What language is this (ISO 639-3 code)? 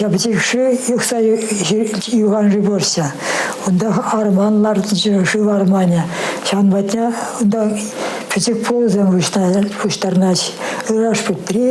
chv